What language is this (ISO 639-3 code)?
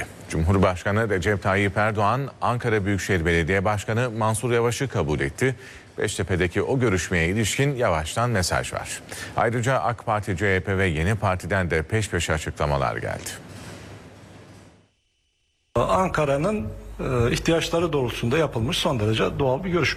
tur